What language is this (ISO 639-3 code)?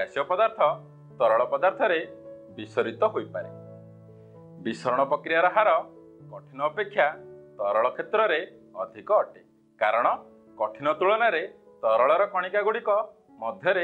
ori